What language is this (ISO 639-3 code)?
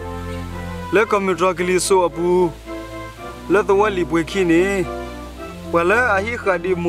ksw